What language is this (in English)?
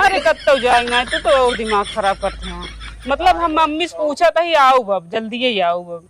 Awadhi